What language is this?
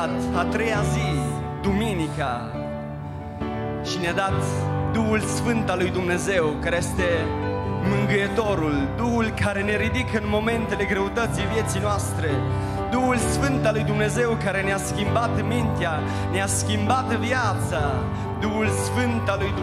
Romanian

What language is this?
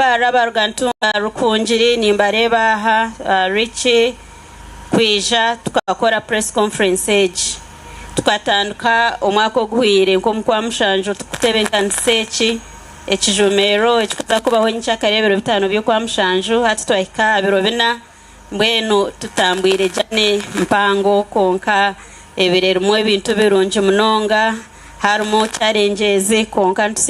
Nyankole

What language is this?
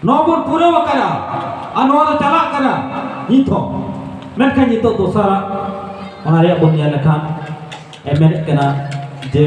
Santali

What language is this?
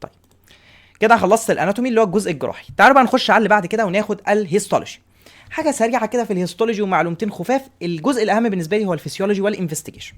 Egyptian Arabic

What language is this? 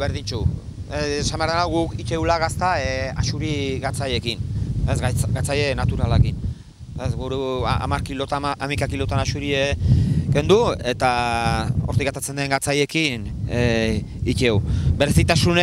Basque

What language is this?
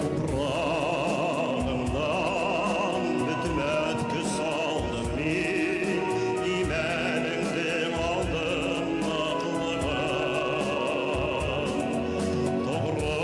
Bashkir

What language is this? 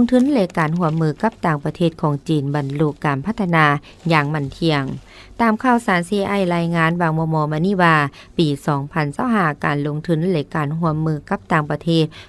Lao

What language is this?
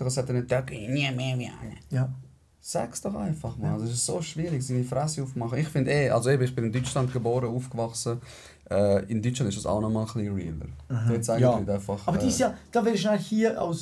Swiss German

